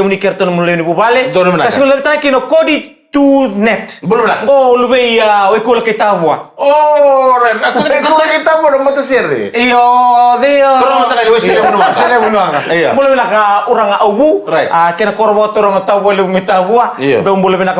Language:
Fijian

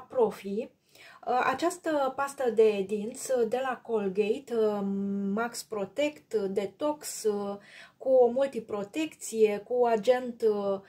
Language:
Romanian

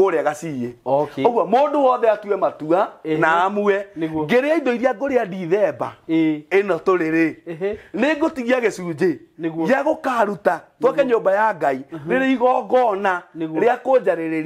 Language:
Kikuyu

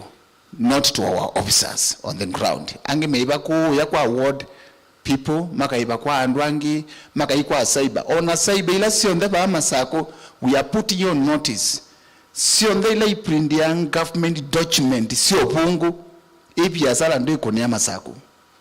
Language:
Kamba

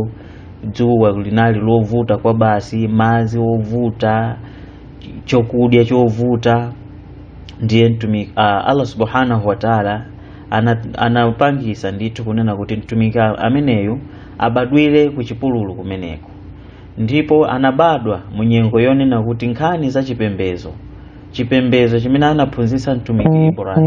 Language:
Nyanja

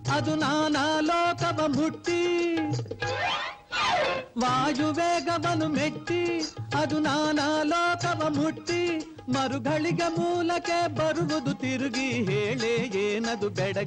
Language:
Kannada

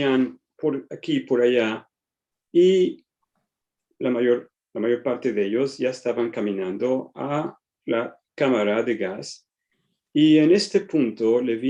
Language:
Ladino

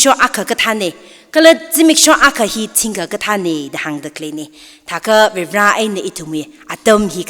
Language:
Tangkhul Naga (India)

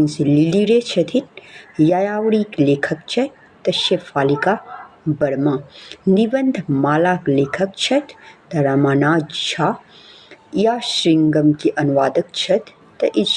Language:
Maithili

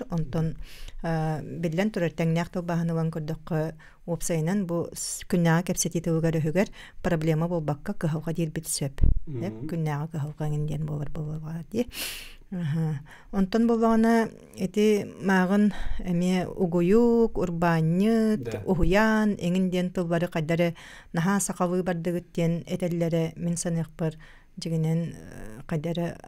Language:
Yakut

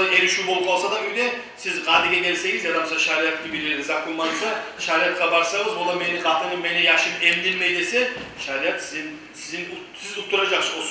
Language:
Kumyk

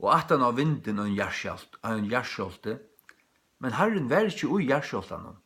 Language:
Faroese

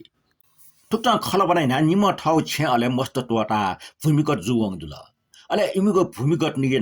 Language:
Newari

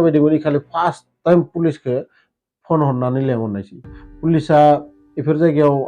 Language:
Bodo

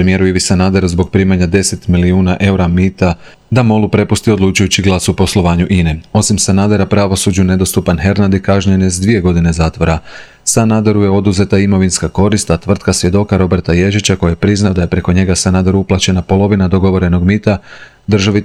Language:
Croatian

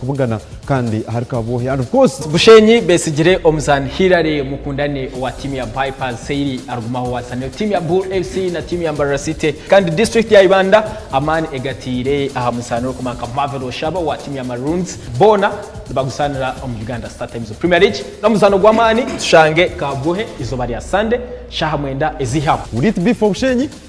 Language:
Nyankole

